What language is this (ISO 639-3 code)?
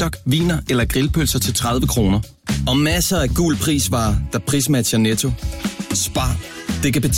dan